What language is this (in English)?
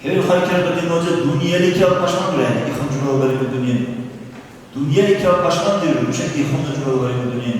Dargwa